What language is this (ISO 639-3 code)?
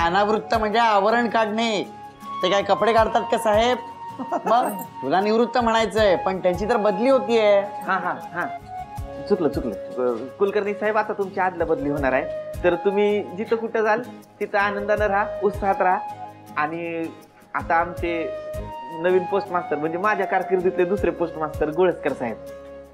mar